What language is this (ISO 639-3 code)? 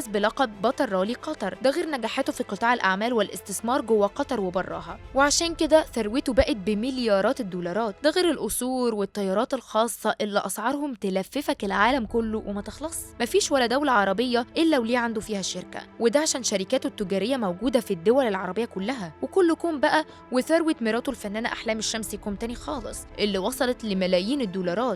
arz